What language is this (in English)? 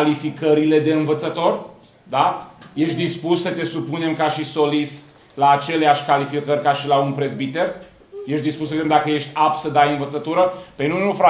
Romanian